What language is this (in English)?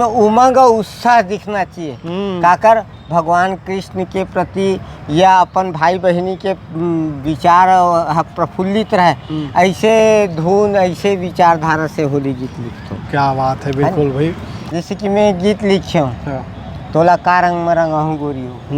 Chhattisgarhi